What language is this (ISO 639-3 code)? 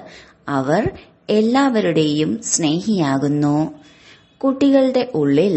mal